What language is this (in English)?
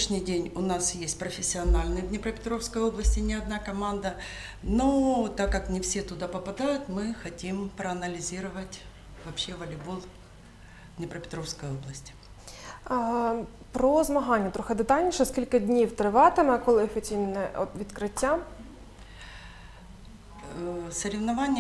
Ukrainian